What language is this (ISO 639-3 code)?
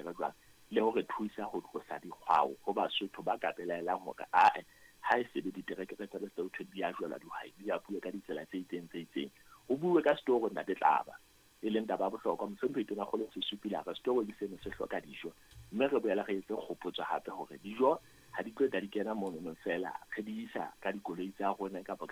sot